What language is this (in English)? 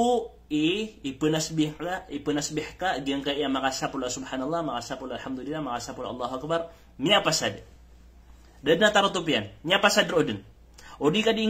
Maranao